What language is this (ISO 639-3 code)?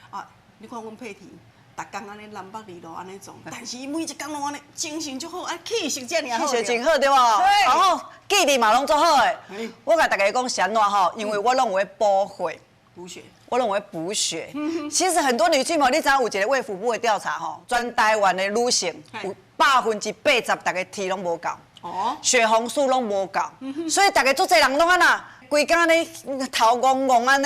nan